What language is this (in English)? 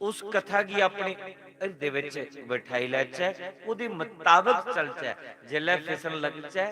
Dogri